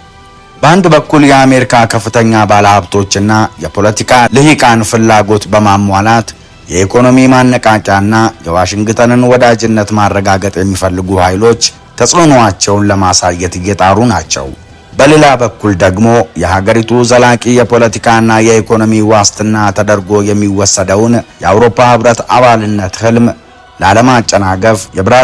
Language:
Amharic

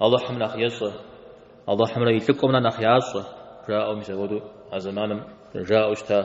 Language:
Kabardian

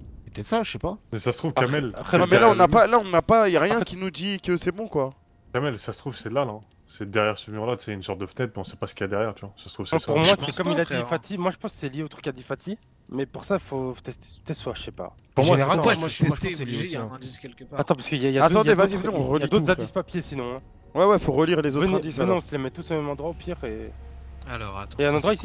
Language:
French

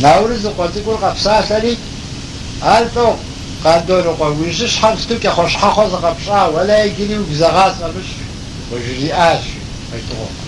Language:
Kabardian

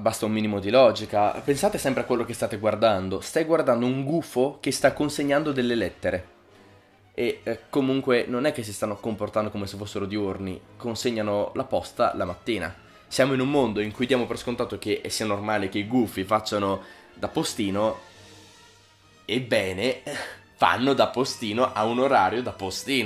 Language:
Italian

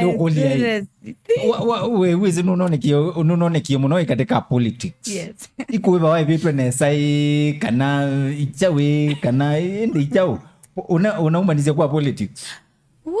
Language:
Kamba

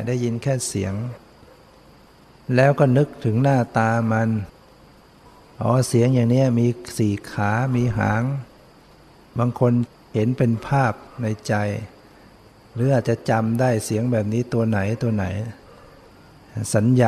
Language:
Thai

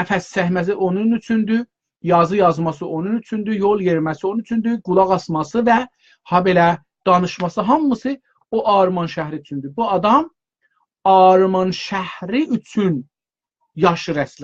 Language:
South Azerbaijani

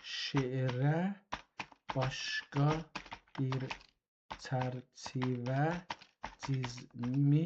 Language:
South Azerbaijani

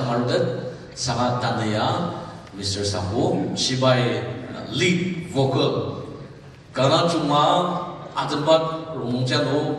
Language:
Ao Naga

